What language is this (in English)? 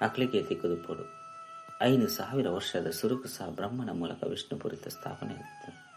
Tulu